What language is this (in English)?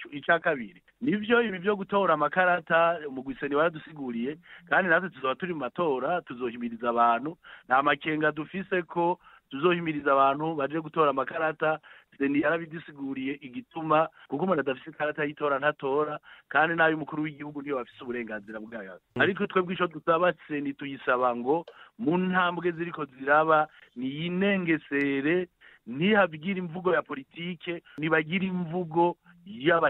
Rundi